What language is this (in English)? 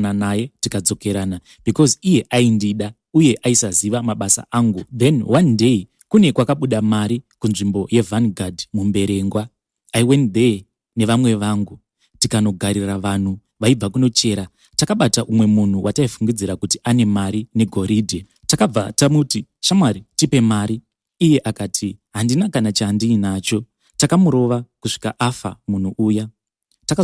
Shona